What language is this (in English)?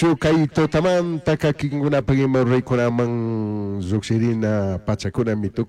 Chimborazo Highland Quichua